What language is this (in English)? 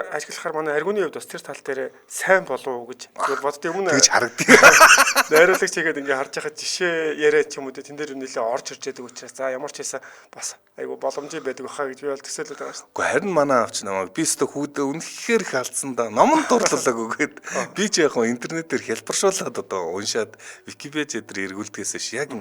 Mongolian